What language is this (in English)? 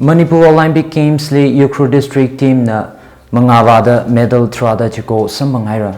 Tangkhul Naga (India)